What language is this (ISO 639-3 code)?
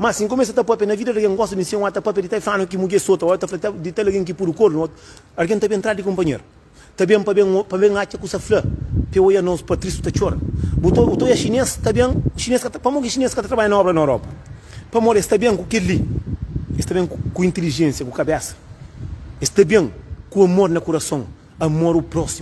kea